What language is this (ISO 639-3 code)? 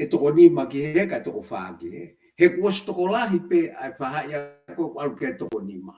ton